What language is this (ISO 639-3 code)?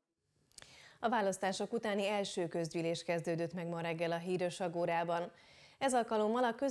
hun